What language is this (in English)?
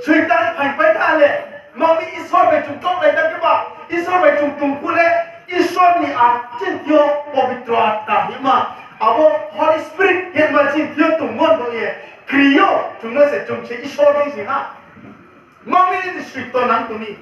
Riang (India)